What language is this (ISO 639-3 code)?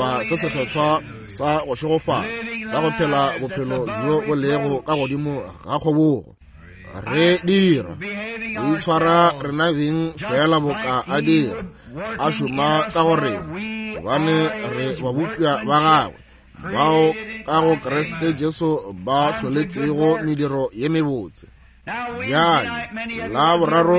nso